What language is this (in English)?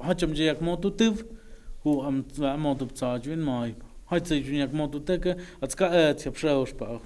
Totontepec Mixe